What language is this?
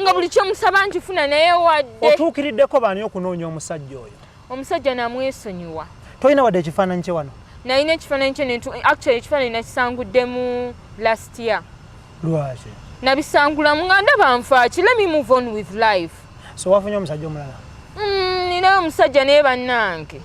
Ganda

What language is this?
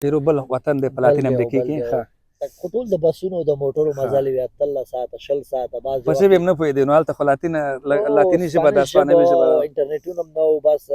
Pashto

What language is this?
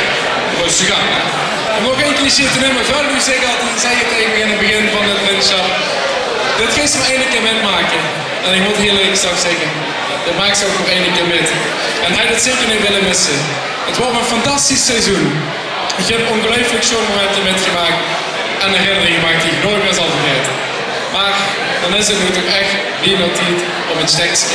Limburgish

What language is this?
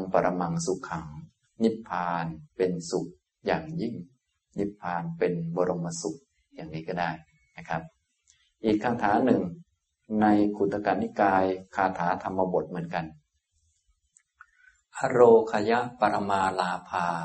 Thai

